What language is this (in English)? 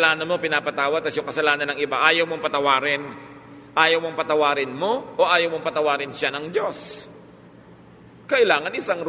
Filipino